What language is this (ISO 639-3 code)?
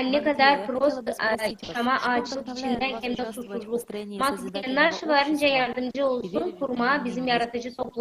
gag